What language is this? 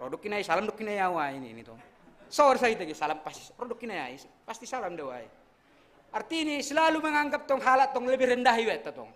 Batak Simalungun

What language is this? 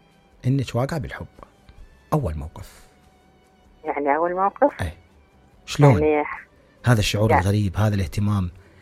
Mesopotamian Arabic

